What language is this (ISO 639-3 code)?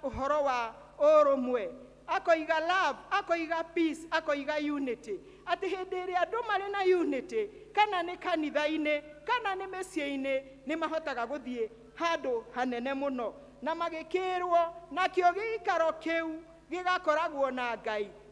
kik